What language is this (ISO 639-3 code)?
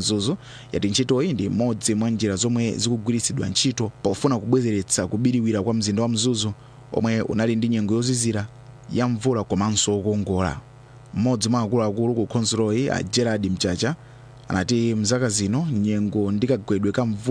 nya